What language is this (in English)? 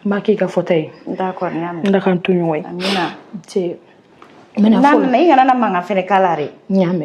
Bambara